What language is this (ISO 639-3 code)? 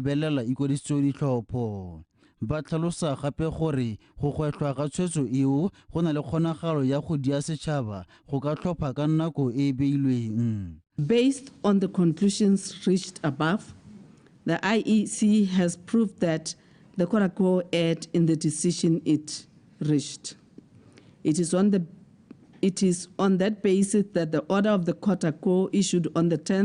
tsn